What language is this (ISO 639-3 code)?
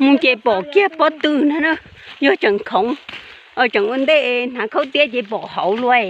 hmn